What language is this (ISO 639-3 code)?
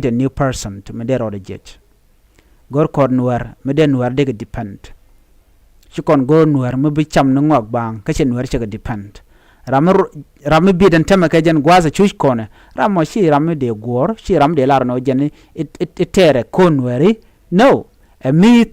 nus